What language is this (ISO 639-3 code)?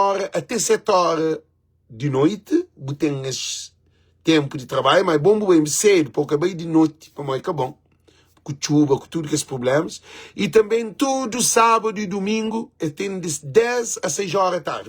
kea